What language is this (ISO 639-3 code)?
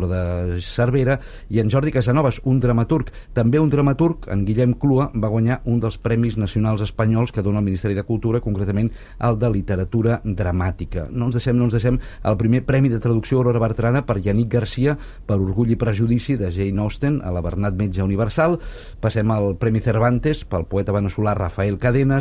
cat